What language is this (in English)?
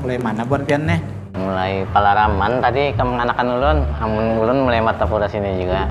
Banjar